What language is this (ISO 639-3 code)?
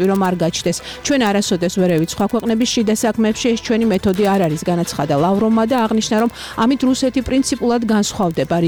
kat